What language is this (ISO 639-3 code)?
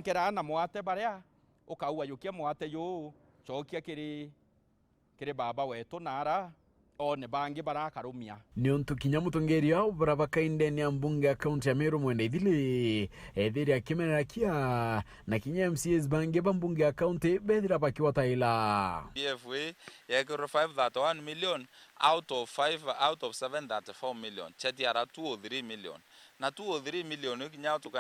mer